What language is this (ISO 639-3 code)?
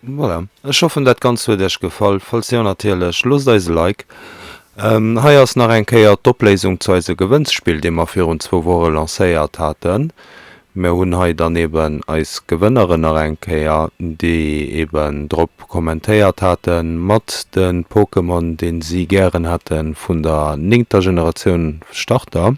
ltz